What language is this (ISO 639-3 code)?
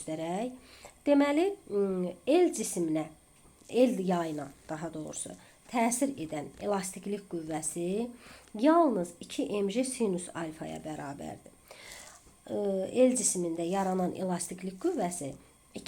aze